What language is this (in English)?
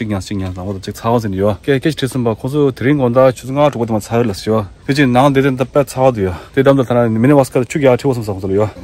Tibetan